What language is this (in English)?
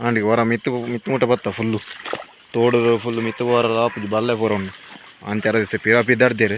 Tulu